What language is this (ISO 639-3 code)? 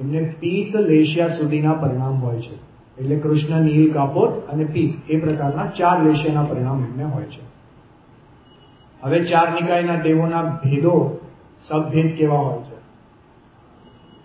guj